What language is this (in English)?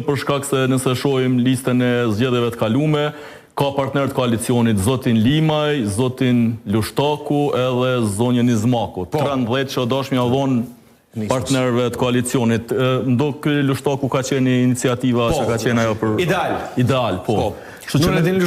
Albanian